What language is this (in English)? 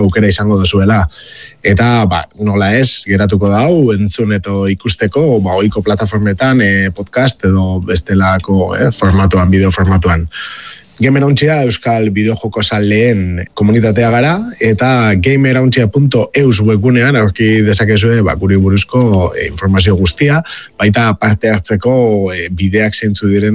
Basque